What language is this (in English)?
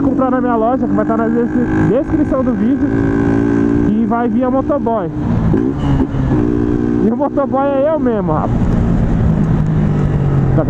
Portuguese